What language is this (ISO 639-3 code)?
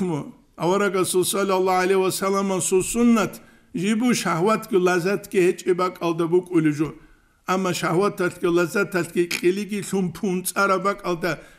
ava